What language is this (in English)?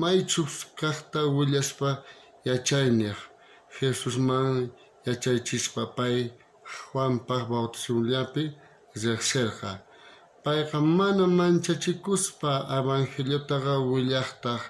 South Bolivian Quechua